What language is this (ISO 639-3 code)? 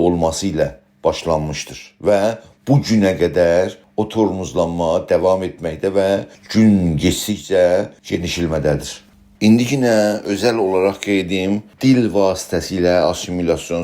azb